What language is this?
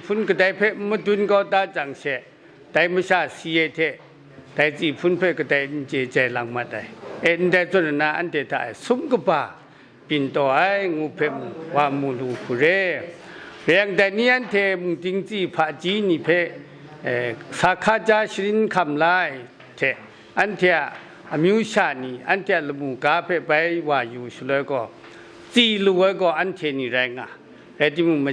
Kachin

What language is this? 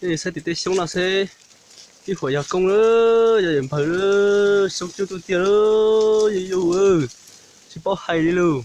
Hmong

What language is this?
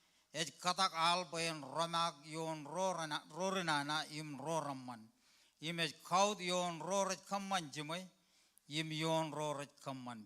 Marshallese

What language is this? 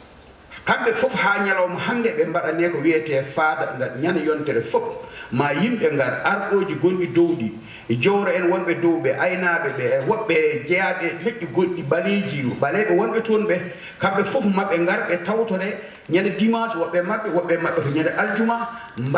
Fula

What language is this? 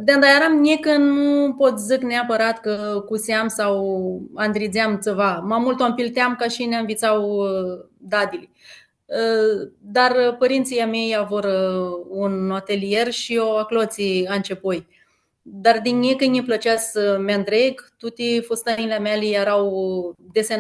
Aromanian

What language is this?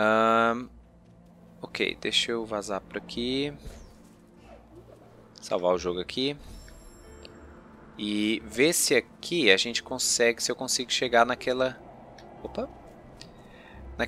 Portuguese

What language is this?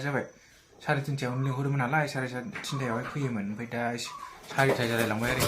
Bodo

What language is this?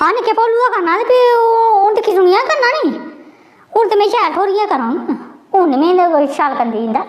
Dogri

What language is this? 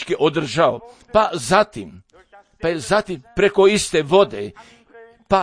Serbian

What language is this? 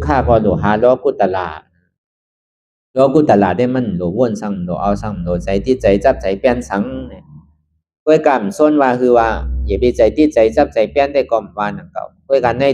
Shan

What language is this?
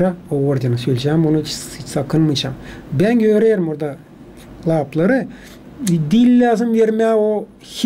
Gagauz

